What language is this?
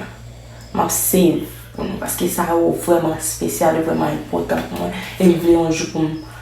Haitian Creole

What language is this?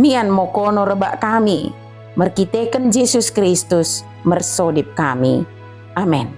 Batak Dairi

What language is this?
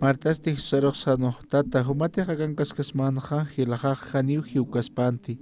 Aymara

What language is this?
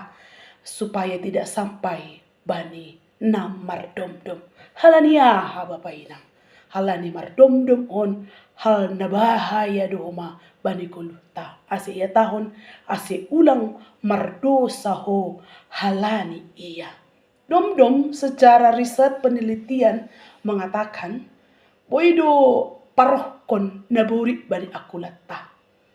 Batak Simalungun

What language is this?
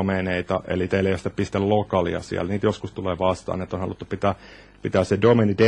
Finnish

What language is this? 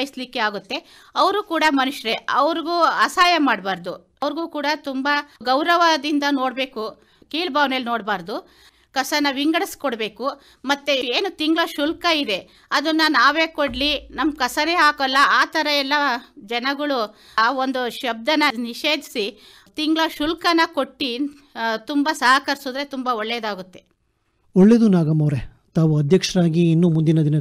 Kannada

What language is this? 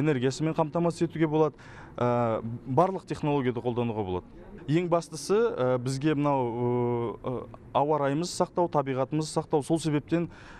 Kazakh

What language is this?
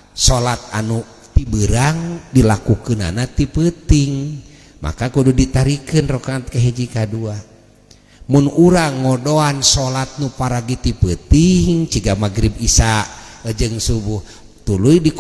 Sundanese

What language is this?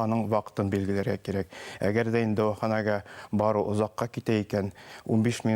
Bashkir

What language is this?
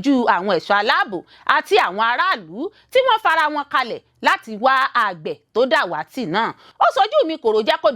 Yoruba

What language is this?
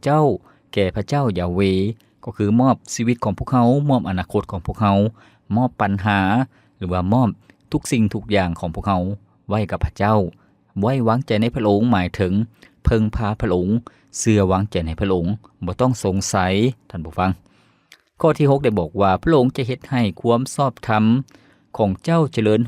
Lao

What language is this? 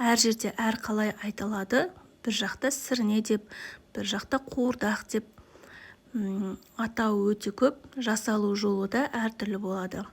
Kazakh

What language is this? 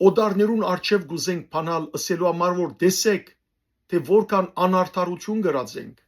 Western Armenian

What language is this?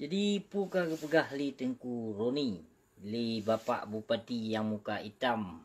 Achinese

